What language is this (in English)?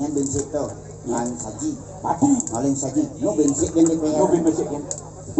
Balinese